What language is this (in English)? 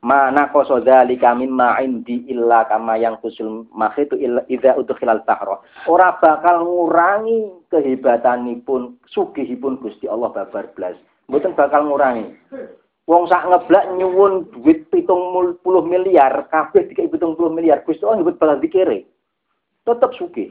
Javanese